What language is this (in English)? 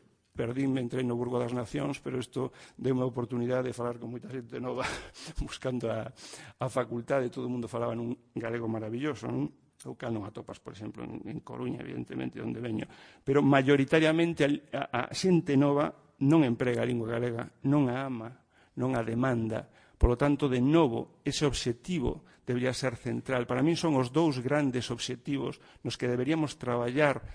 Galician